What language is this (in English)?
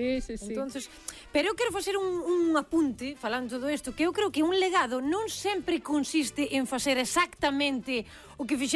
Galician